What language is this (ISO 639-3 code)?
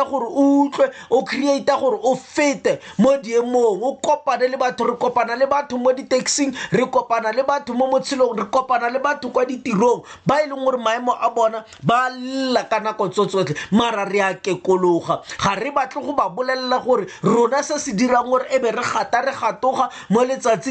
tsn